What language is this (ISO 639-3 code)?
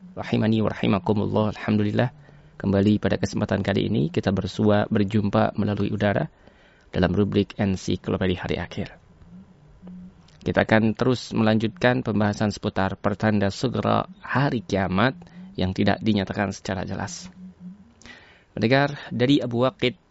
ind